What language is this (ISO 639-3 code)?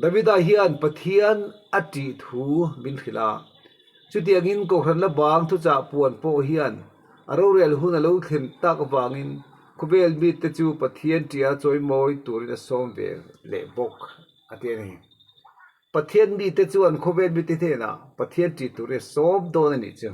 lus